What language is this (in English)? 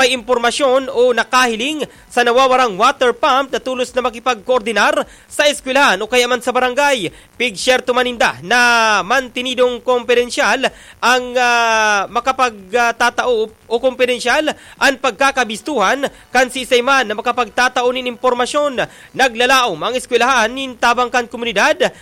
Bikol